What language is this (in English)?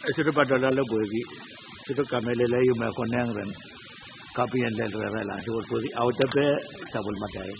Pohnpeian